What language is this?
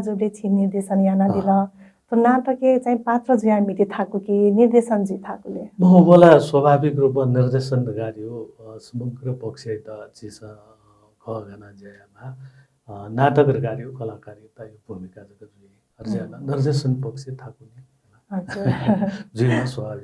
Newari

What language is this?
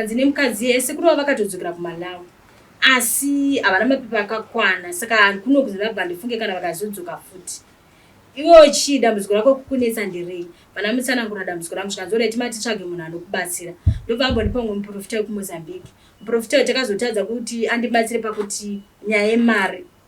Shona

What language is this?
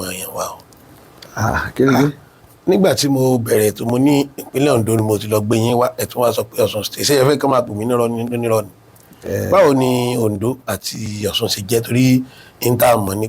Yoruba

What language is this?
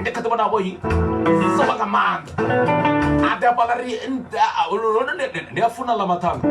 Venda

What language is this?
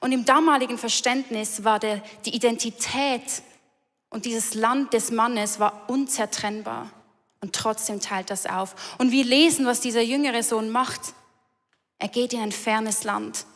Swiss German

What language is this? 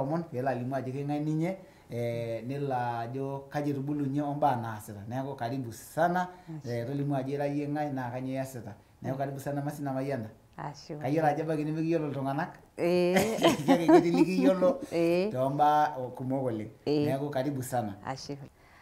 Masai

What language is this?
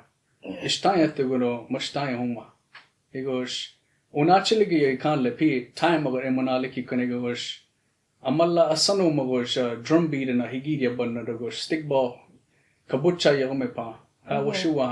Choctaw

